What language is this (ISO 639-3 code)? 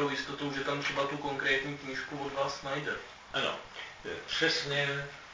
ces